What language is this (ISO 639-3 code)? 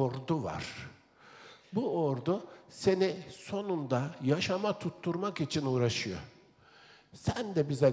tur